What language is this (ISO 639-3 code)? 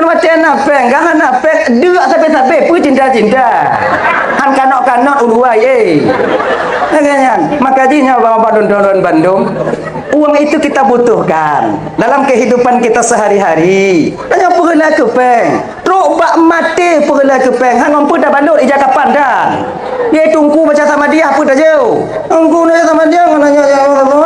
ace